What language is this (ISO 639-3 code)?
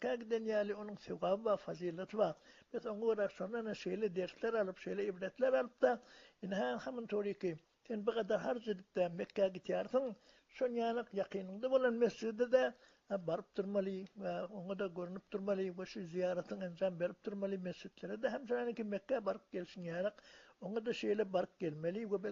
tuk